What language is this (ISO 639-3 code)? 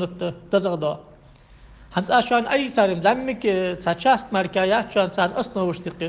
inh